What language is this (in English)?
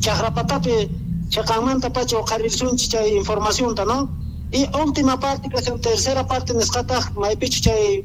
Quechua